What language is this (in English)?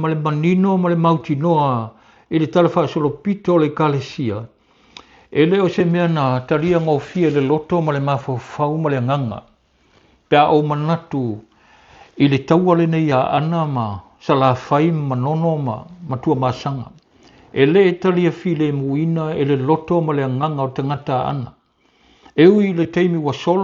Samoan